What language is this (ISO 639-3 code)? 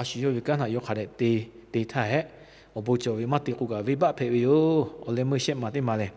lhu